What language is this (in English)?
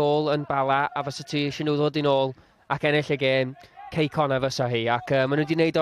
Welsh